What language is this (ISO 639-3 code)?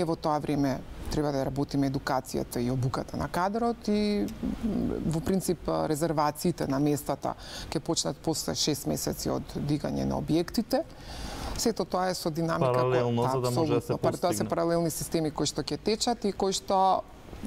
mkd